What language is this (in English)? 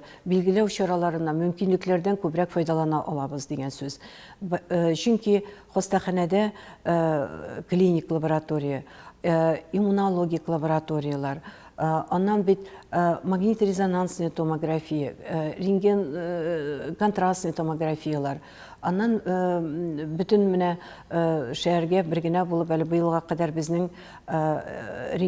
Tatar